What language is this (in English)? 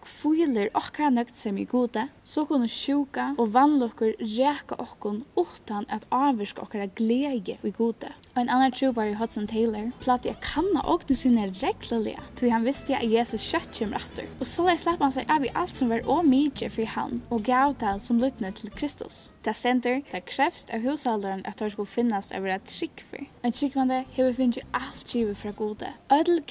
Faroese